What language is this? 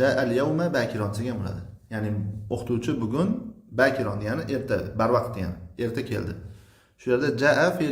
Uzbek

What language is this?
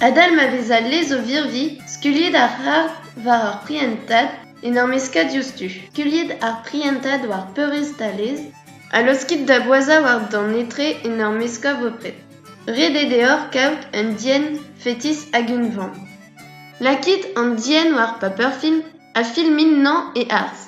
Breton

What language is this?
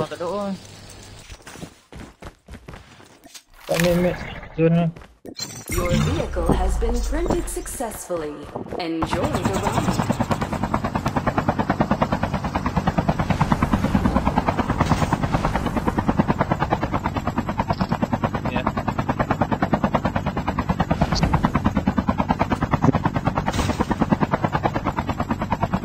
Malay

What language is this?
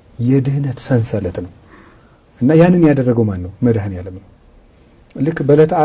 Amharic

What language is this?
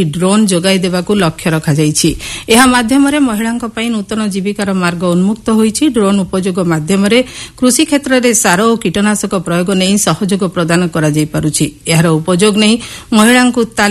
Odia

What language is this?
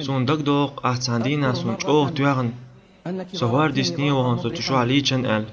Chechen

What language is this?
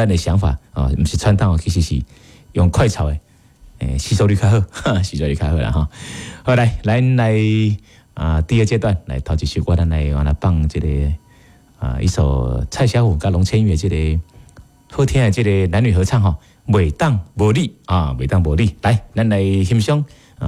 Min Nan Chinese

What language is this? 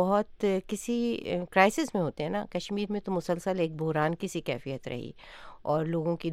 Urdu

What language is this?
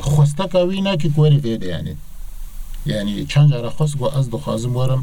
Kurdish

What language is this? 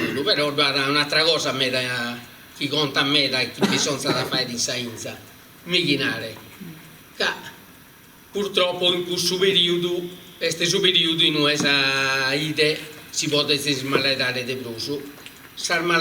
Sardinian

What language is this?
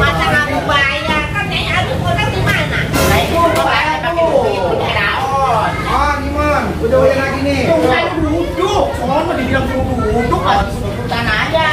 Betawi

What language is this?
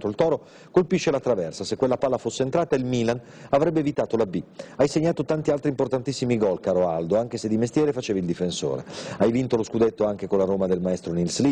Italian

